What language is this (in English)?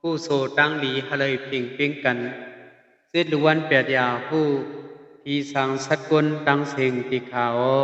Shan